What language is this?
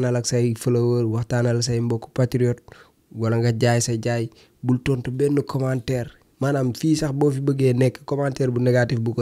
Wolof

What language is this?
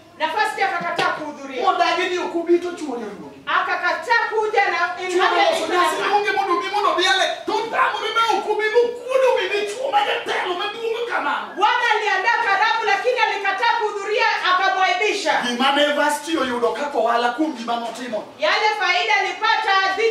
Luo (Kenya and Tanzania)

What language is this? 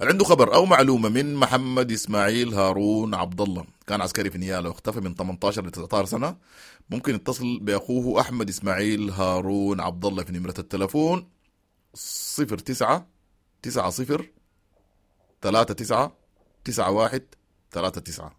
Sudanese Arabic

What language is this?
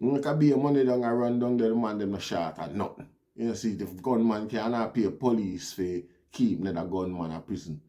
Jamaican Creole English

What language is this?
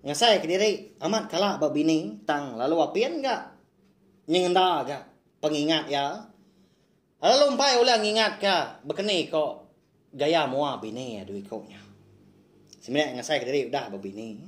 Iban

